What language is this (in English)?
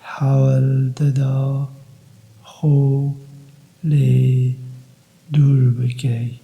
Kurdish